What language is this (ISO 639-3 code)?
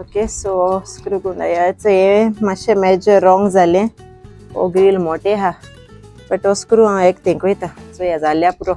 kok